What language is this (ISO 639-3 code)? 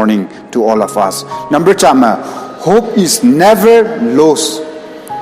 nbe